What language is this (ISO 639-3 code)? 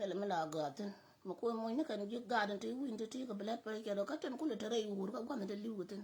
nus